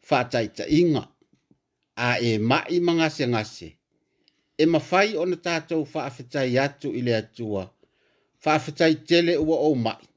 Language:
Samoan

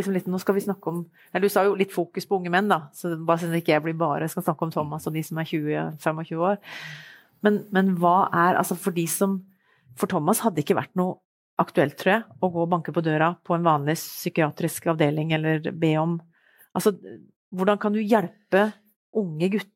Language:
Norwegian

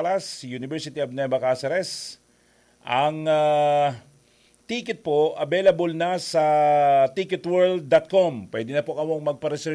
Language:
Bikol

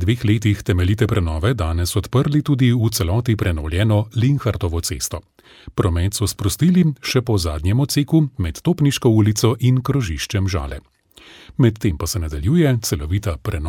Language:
Slovenian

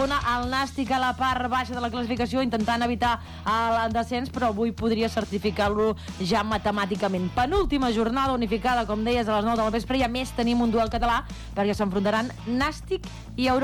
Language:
Catalan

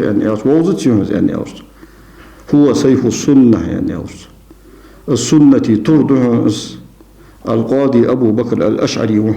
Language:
Ingush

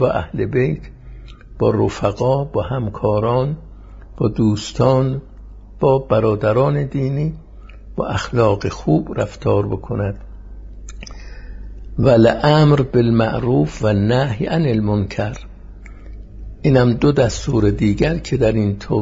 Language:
Persian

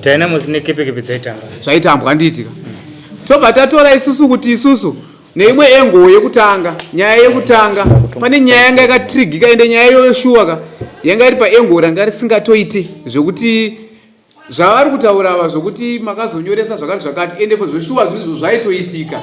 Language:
Shona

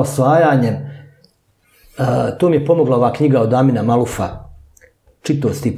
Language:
Bosnian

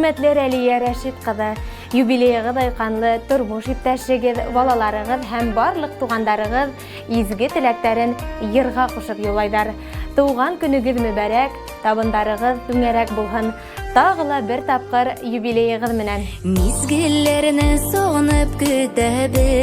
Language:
Bashkir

